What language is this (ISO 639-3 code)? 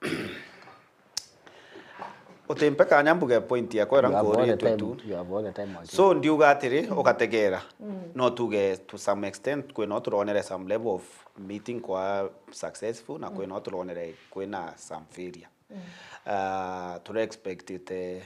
mer